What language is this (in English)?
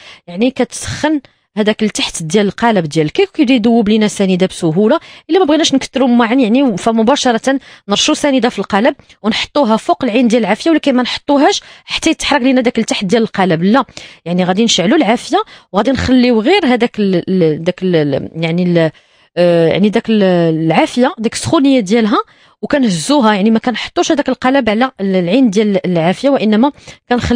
Moroccan Arabic